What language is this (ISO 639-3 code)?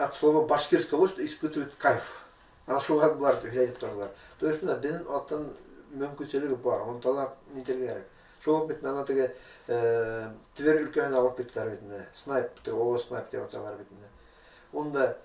bak